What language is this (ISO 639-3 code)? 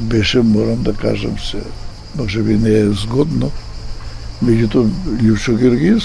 mkd